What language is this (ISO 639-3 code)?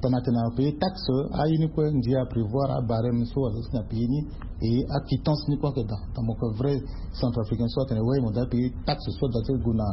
sag